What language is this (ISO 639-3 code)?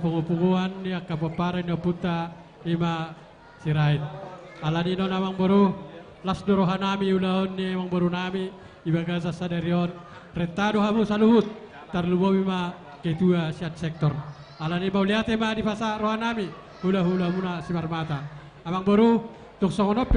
bbc